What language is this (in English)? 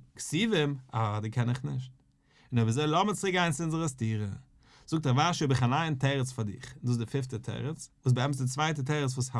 Yiddish